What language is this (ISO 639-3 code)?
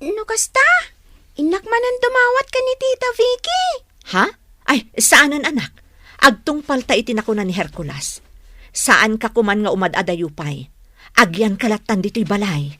ilo